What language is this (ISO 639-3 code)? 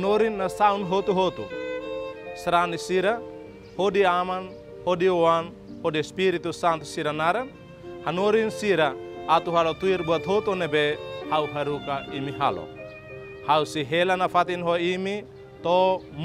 tet